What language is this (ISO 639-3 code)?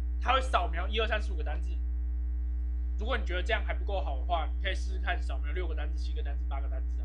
zho